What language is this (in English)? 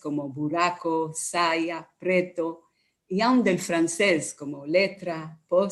Ladino